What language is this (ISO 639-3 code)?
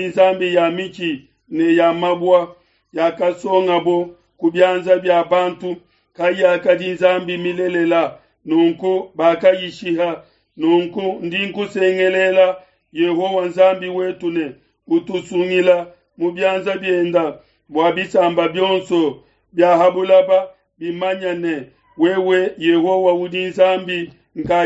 lua